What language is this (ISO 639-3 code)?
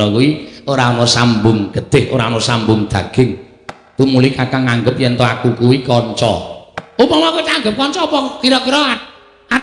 jav